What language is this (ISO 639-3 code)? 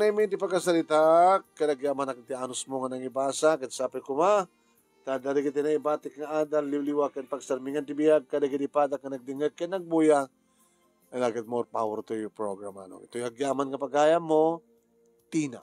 ilo